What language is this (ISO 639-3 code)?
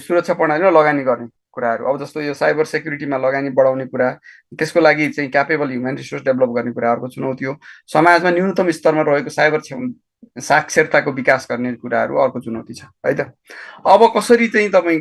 nep